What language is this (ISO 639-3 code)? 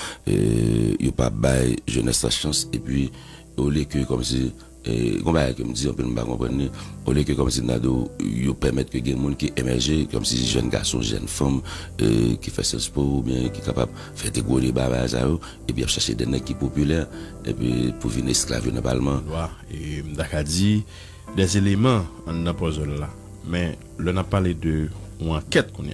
hat